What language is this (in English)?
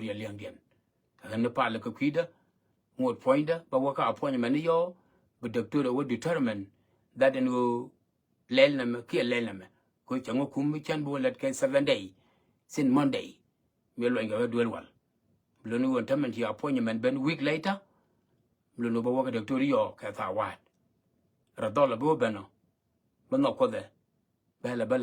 Nuer